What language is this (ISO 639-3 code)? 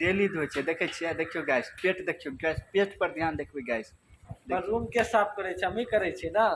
mai